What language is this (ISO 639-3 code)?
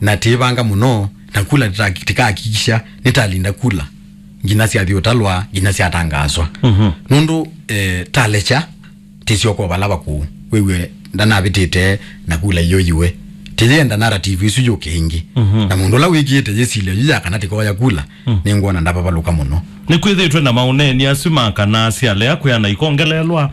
kam